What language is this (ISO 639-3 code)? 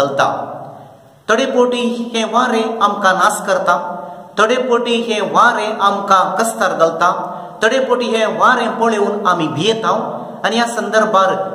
kok